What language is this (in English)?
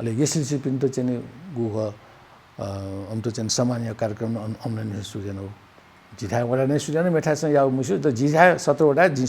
Newari